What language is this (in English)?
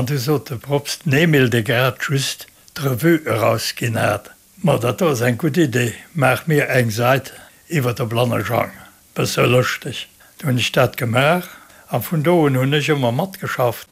Luxembourgish